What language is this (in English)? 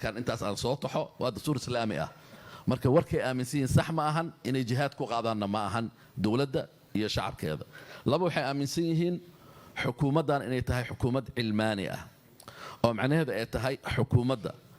Somali